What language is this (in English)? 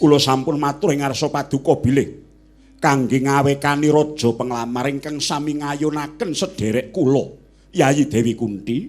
Javanese